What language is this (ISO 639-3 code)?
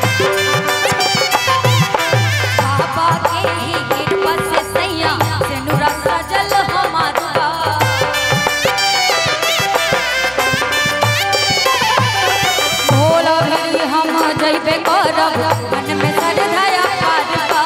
bho